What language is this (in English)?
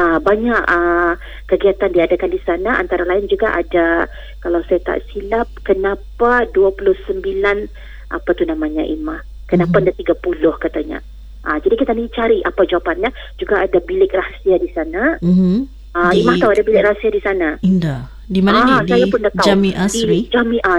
Malay